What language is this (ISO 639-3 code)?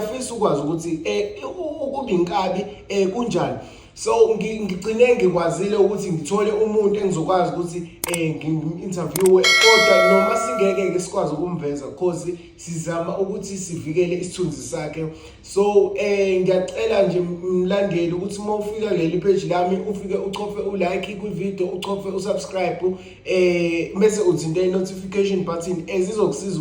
zul